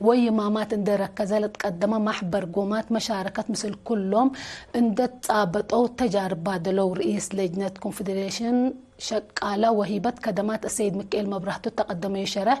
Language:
Tigre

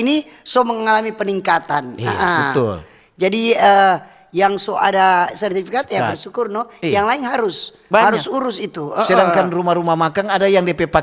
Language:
Manado Malay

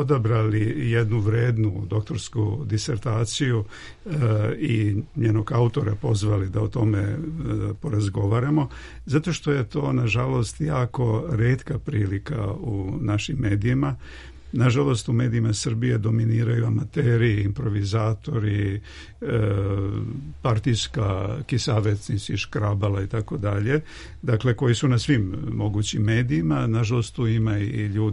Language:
Serbian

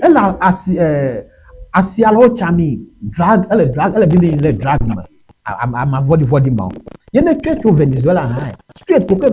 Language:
Ewe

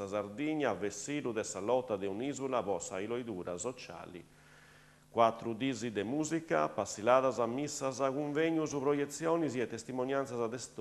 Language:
Sardinian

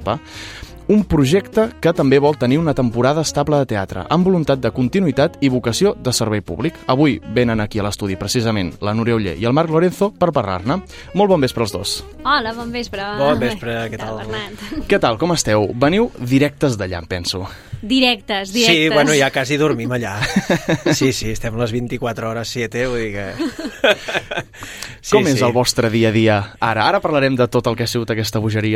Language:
Catalan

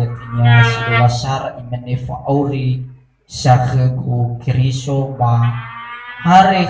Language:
Nias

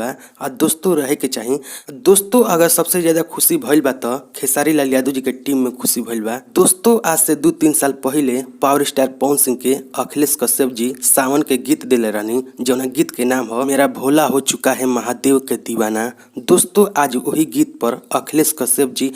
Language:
Bhojpuri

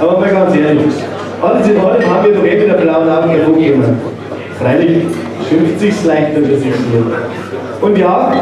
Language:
Bavarian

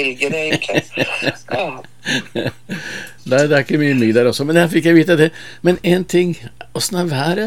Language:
Norwegian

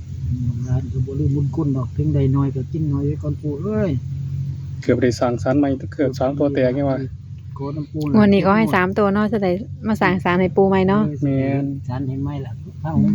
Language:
Northeastern Thai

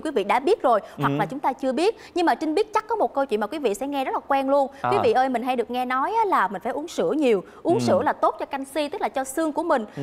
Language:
Vietnamese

